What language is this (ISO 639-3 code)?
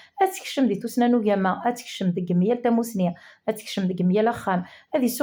kab